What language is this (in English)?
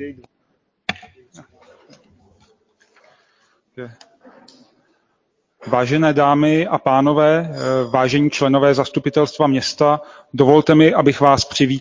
Czech